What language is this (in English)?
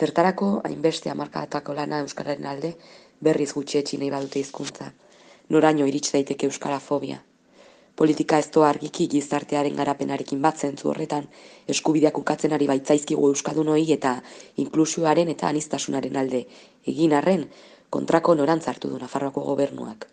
Basque